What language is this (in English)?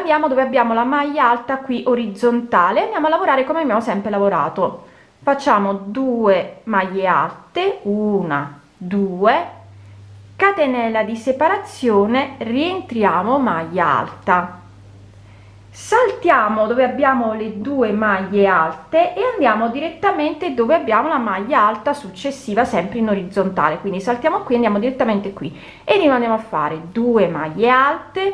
Italian